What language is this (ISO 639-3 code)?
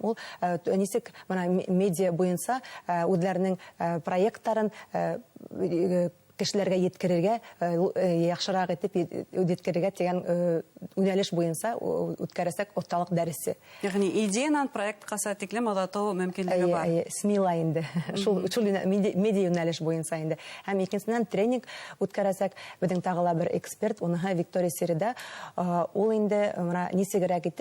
bak